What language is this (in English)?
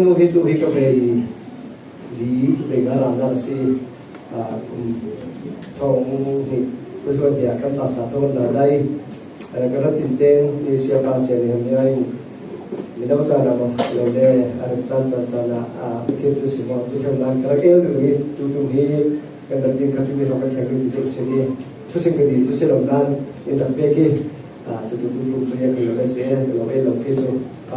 Falam Chin